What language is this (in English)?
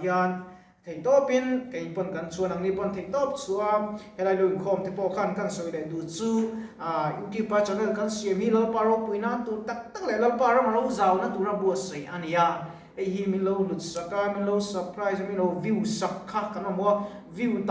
Mizo